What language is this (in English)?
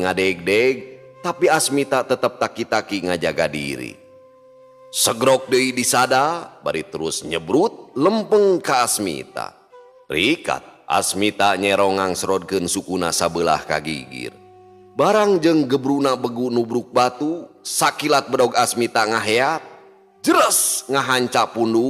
Sundanese